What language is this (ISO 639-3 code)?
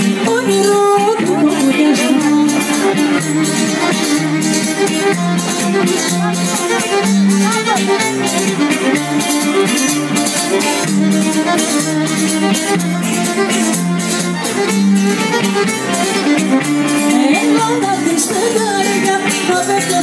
ell